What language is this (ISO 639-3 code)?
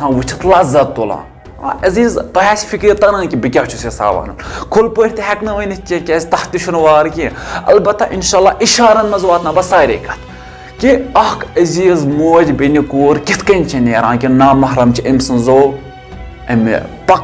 kas